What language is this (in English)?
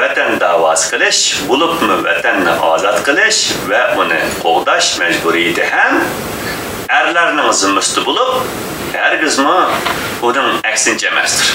Uyghur